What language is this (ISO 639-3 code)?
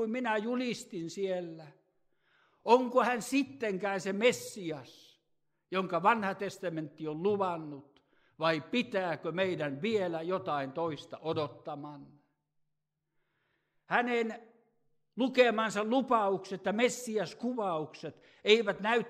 fin